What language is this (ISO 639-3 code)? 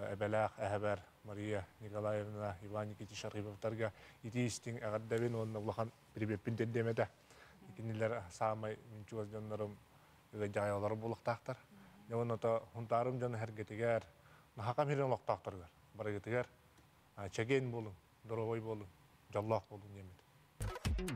sah